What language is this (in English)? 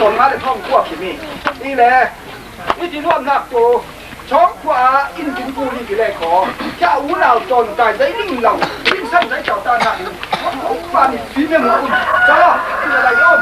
Falam Chin